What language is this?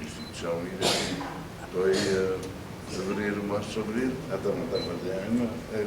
Tetum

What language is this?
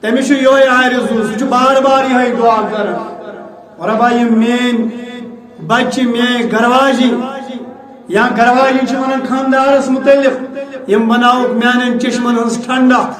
Kashmiri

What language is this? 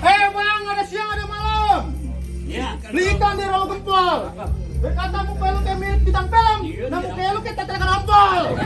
Betawi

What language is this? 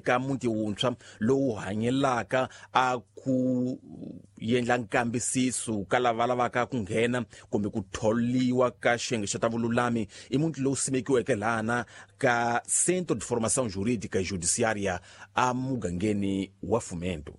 Tsonga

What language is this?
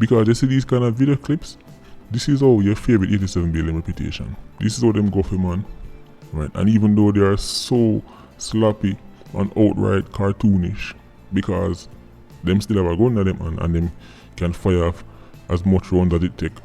Jamaican Creole English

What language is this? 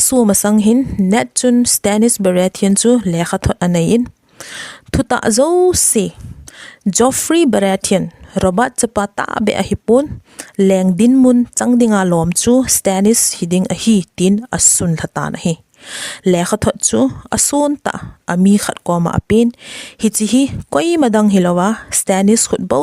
Thado Chin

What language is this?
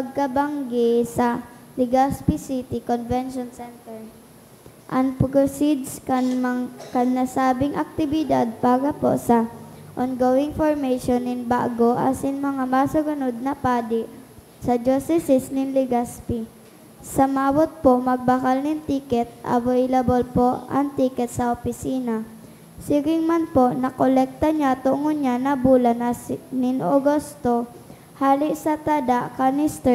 Bikol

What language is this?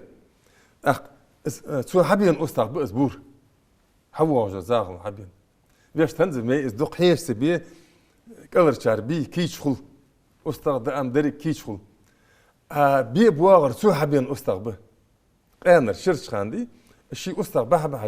Ingush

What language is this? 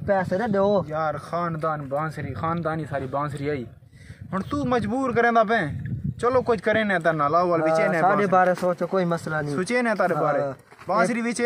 Saraiki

